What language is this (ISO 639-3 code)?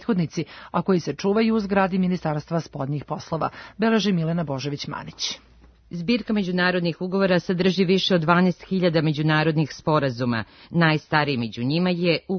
srp